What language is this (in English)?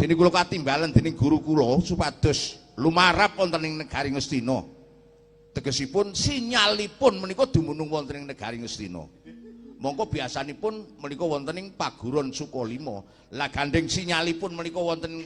Javanese